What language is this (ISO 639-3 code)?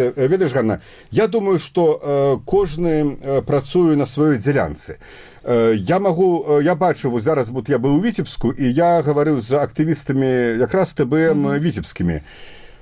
bel